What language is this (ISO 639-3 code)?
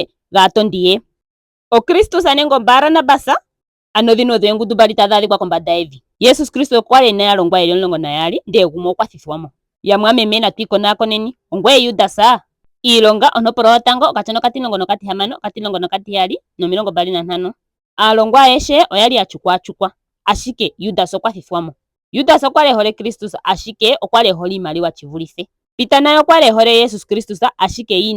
ndo